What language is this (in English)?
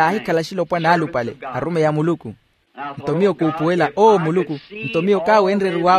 Makhuwa